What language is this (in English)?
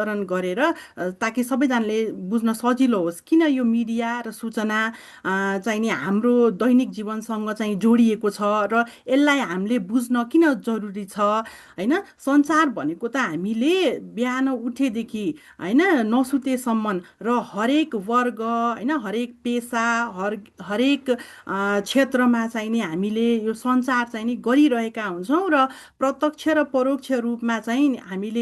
Nepali